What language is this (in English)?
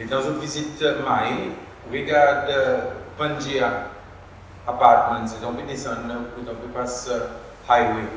Seselwa Creole French